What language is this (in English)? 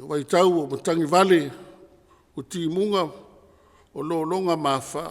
Samoan